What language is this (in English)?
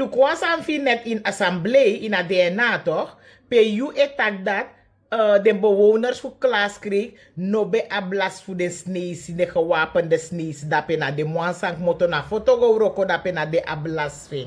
Sranan Tongo